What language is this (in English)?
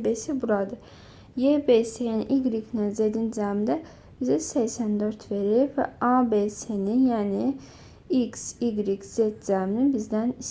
Azerbaijani